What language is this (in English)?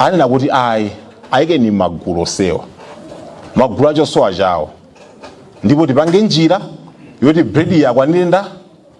Nyanja